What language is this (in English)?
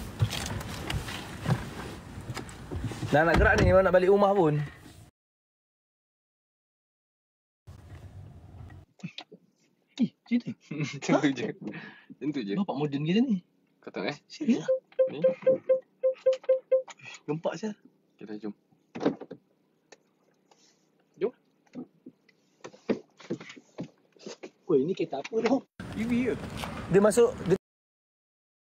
Malay